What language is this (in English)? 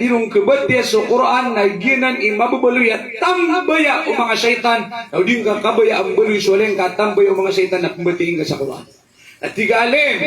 Maranao